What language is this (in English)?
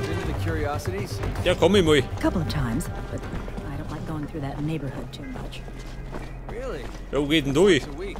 Bavarian